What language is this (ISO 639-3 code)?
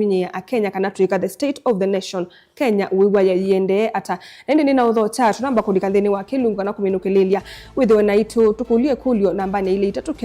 kam